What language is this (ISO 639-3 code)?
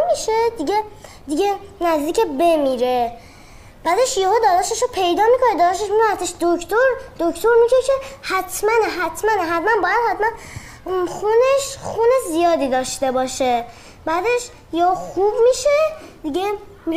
fas